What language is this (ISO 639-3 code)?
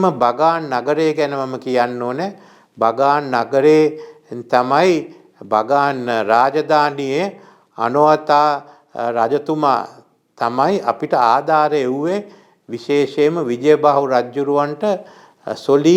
sin